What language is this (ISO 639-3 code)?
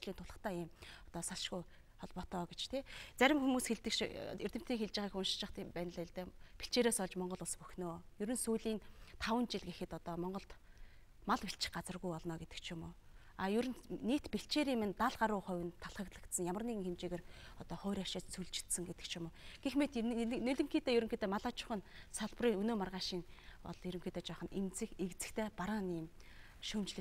mon